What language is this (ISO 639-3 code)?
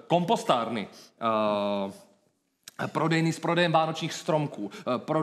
ces